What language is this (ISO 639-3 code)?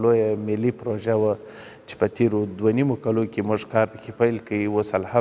pus